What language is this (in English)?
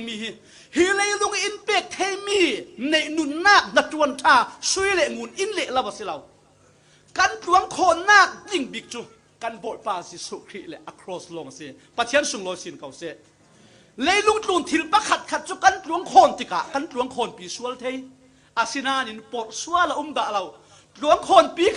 Falam Chin